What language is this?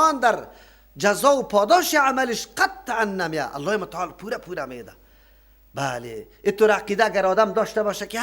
Persian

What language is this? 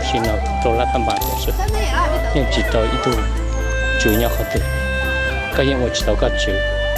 Hmong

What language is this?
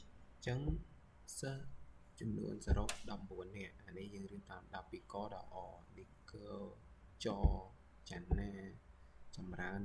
Khmer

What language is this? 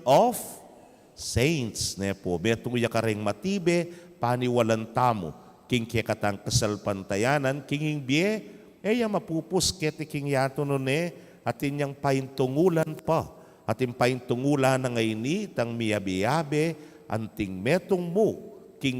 Pampanga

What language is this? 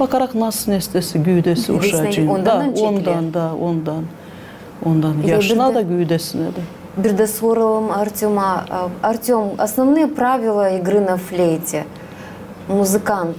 Gagauz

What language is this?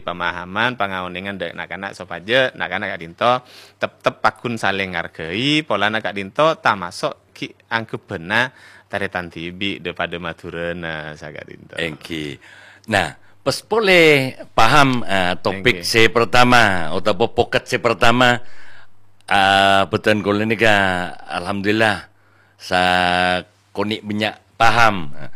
Madurese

